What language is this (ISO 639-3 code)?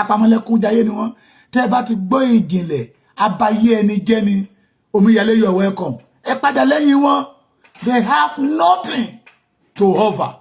yor